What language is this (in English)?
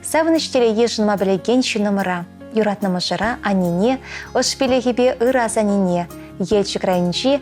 Chuvash